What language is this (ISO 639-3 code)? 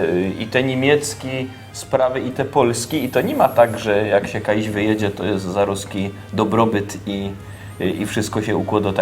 szl